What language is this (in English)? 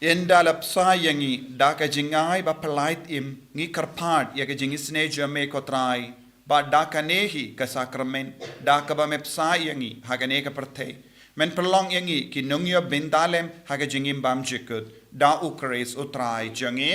Khasi